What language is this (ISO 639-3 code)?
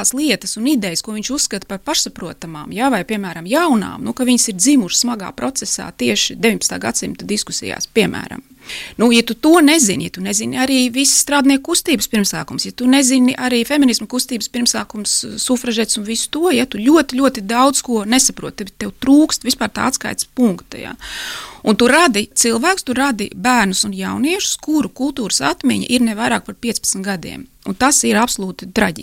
lav